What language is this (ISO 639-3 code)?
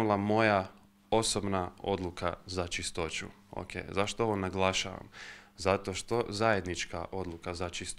hrv